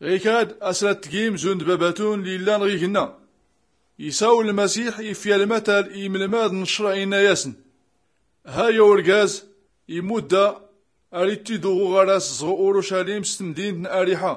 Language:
Tachelhit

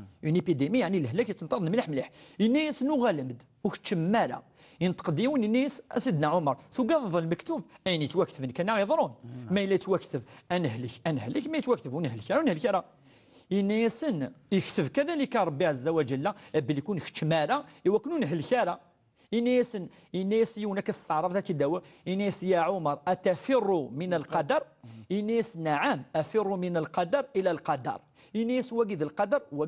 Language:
Kabyle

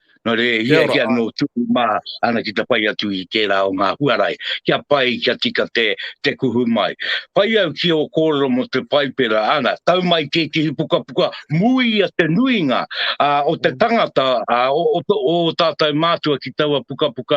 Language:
Māori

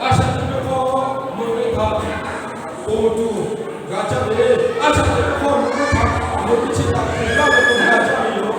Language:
Lahu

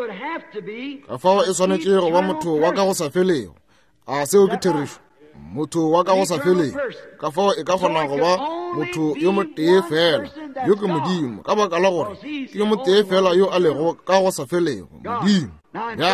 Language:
Northern Sotho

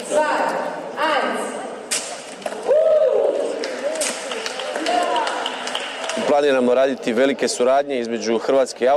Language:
Croatian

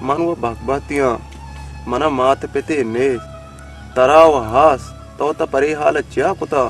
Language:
Baluchi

